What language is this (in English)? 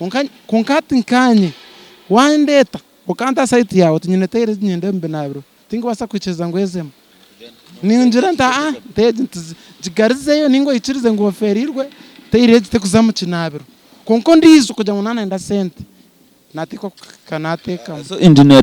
Nyankole